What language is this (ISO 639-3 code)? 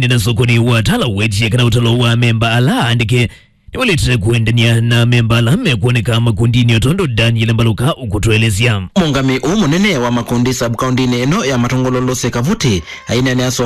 kam